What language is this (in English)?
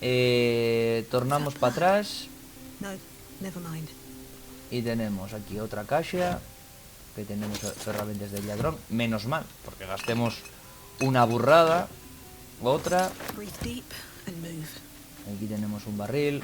Asturian